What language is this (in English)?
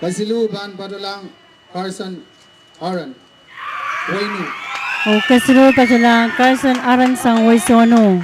Pohnpeian